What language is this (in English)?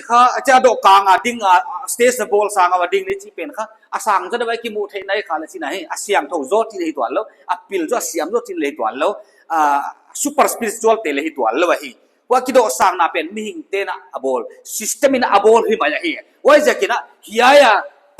Paite Chin